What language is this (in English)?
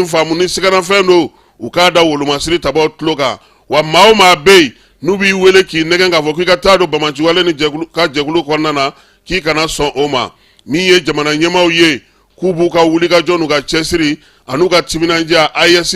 Bambara